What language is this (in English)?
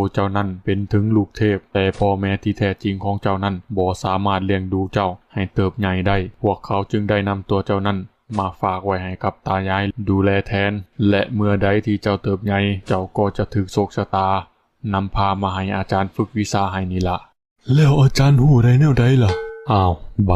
Northeastern Thai